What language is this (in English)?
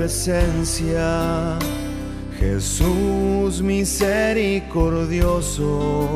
Papiamento